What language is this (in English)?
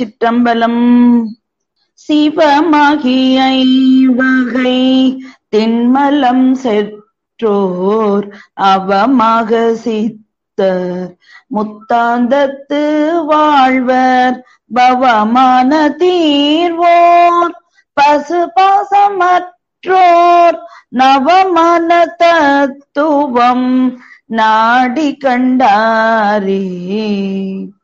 Tamil